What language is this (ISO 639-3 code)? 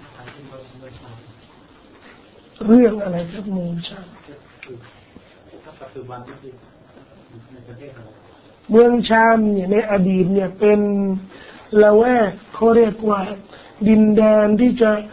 tha